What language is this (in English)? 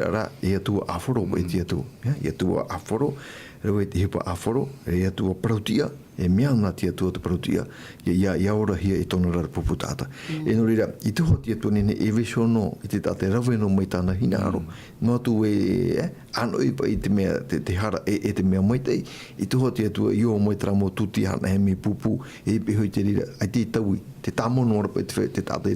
Tahitian